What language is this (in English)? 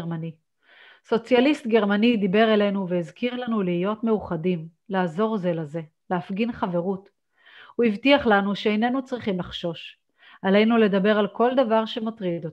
Hebrew